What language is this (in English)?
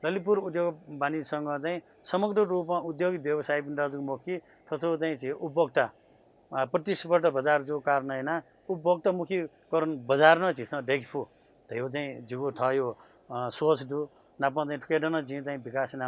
Newari